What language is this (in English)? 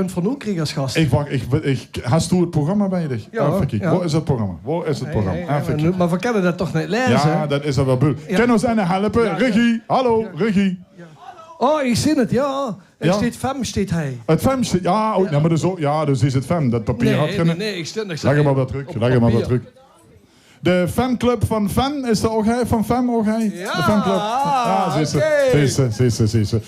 Limburgish